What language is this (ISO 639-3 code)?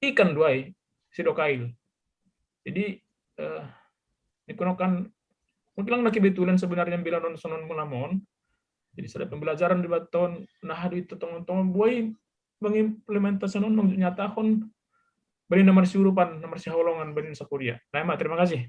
bts